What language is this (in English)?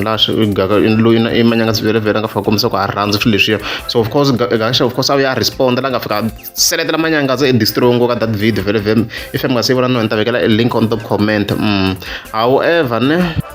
Tsonga